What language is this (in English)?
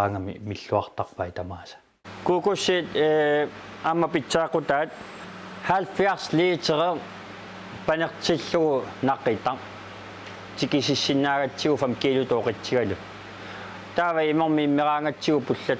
Kalaallisut